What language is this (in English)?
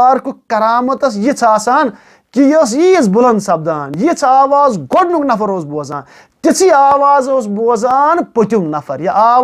Kashmiri